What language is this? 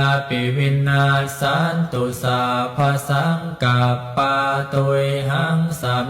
Pali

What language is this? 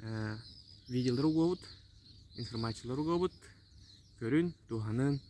Yakut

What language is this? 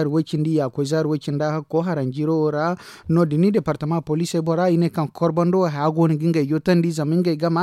Zarma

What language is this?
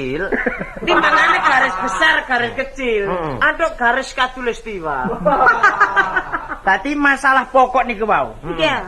Javanese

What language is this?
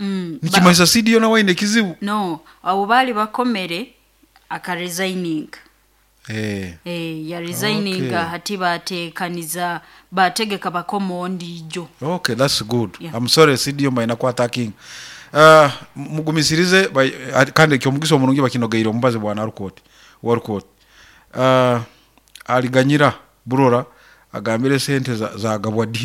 Nyoro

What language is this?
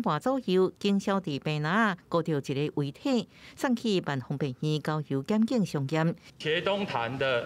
Min Nan Chinese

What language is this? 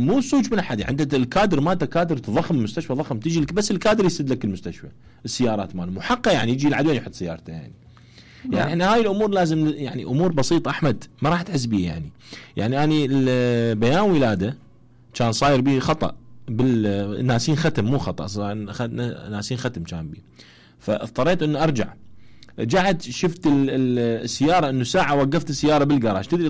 Mesopotamian Arabic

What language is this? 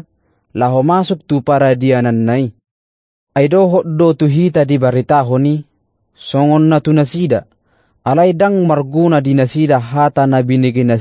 Batak Toba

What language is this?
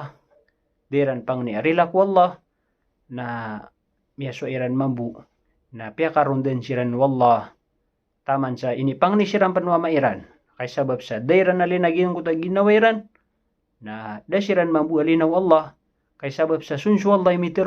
Maranao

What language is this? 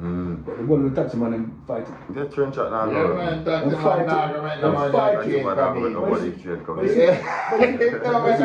Jamaican Creole English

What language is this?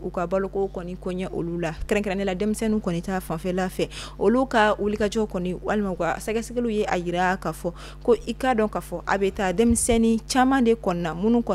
Bambara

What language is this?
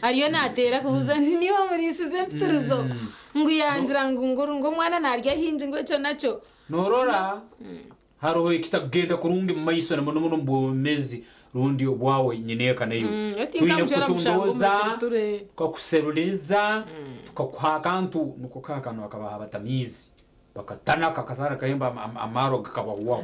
Nyankole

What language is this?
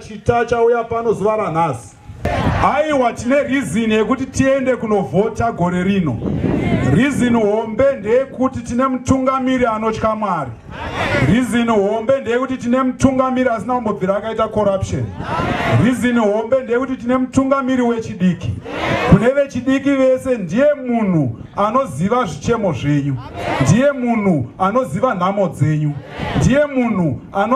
Shona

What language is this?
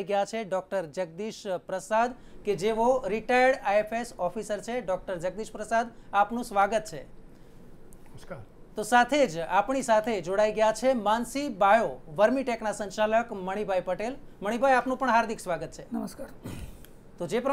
Gujarati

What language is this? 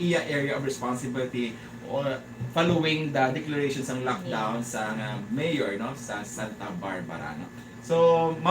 Hiligaynon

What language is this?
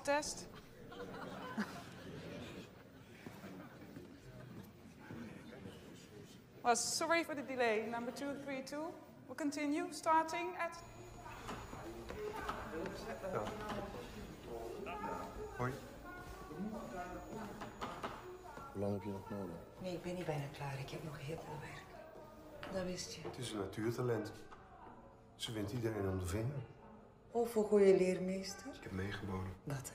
Dutch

